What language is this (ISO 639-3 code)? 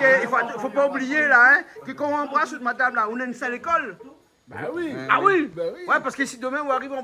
rcf